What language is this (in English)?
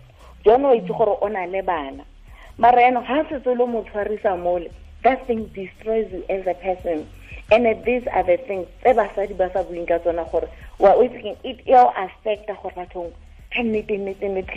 Tswana